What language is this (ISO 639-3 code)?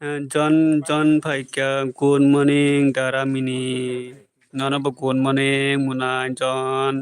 trp